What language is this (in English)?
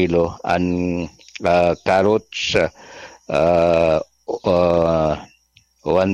Bikol